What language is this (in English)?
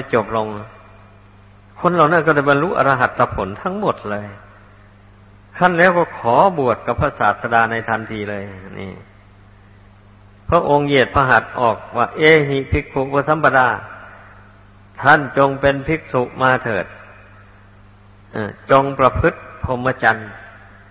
Thai